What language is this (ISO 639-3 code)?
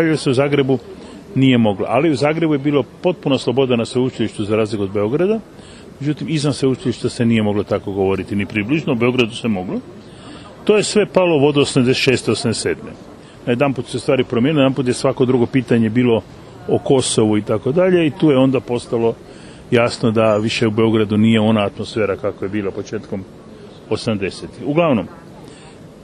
hrv